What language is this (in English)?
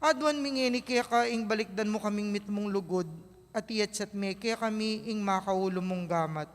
Pampanga